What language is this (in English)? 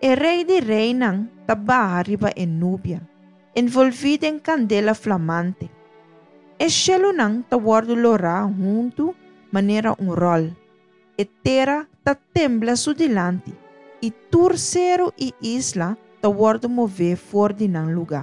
Papiamento